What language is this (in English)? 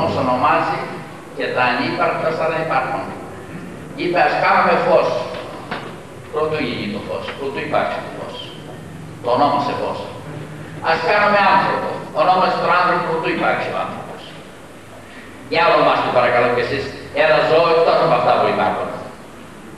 Greek